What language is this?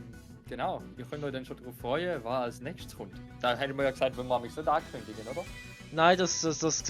Swiss German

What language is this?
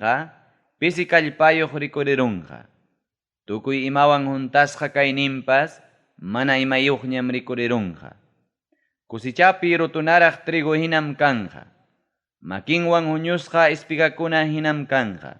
Ayacucho Quechua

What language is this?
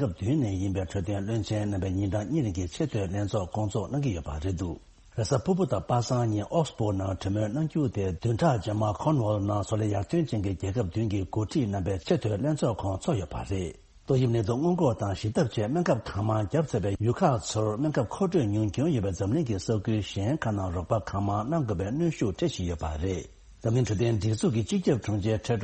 Tibetan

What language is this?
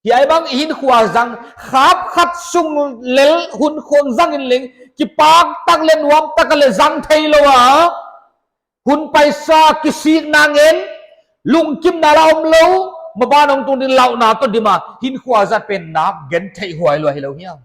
Paite Chin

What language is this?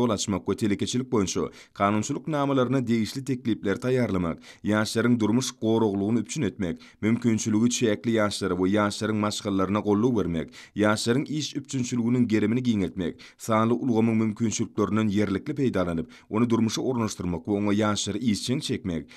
Turkmen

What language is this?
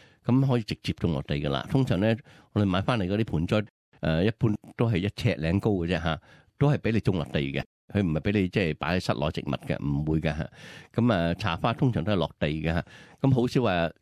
Cantonese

